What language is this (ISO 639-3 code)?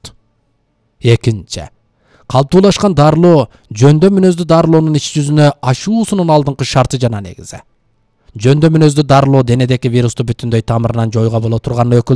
kir